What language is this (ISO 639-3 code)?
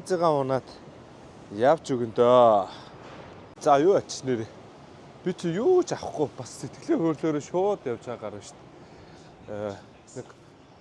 mon